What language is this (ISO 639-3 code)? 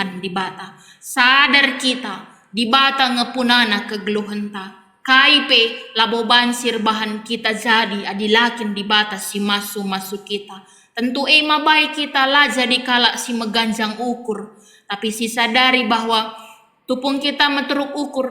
btx